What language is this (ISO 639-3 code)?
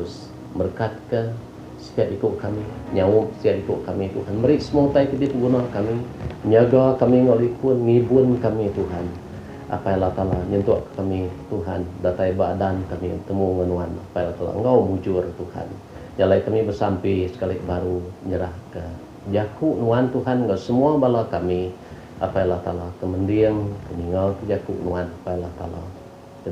iba